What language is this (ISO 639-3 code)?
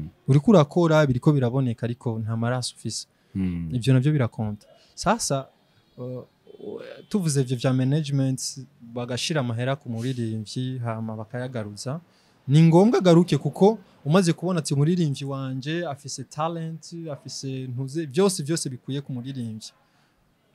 run